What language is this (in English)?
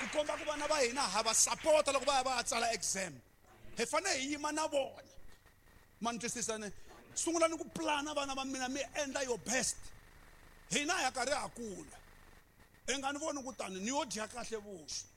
Tsonga